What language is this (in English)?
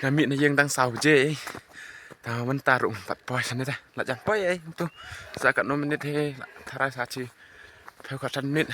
Khasi